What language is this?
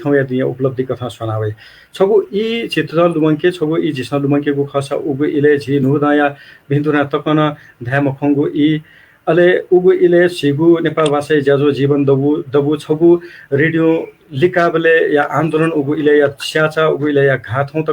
Newari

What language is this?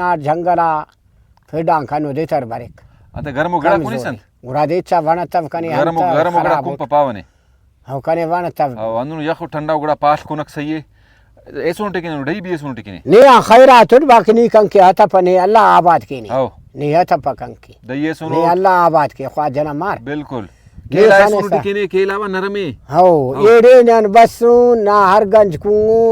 Brahui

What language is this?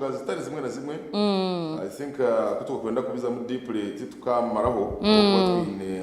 Nyankole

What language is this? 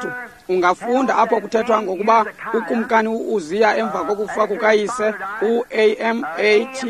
Xhosa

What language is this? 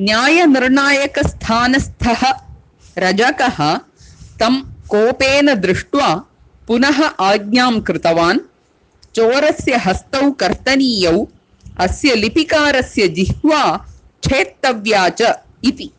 Sanskrit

